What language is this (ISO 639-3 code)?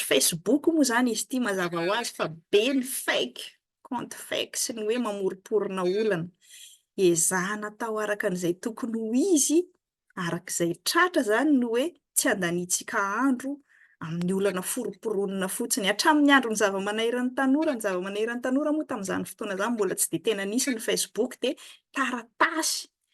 mlg